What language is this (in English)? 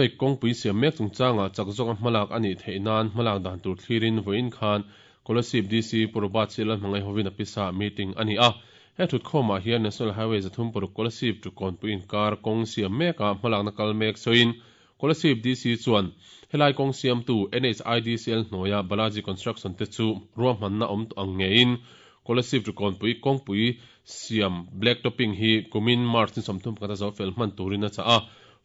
Mizo